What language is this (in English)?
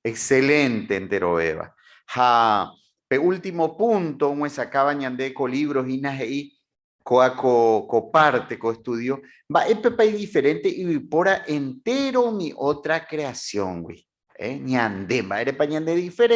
Guarani